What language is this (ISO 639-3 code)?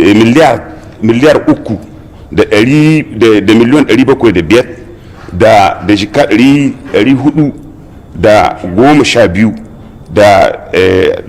hau